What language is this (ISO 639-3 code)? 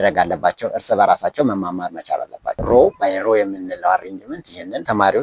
amh